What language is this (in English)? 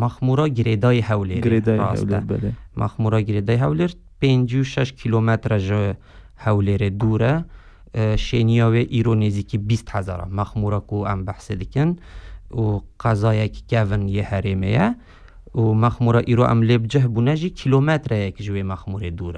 Kurdish